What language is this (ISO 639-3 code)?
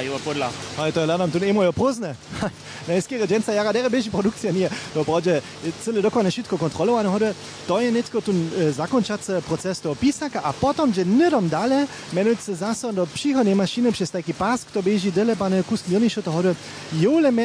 hsb